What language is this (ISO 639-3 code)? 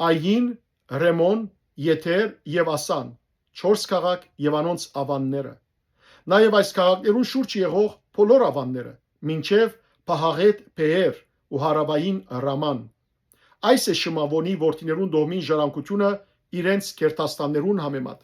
hyw